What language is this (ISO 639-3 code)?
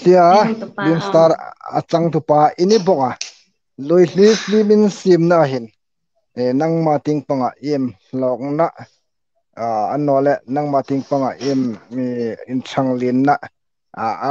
hmr